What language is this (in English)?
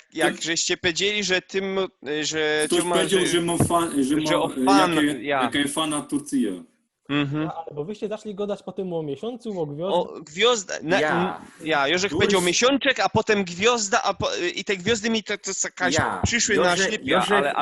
Silesian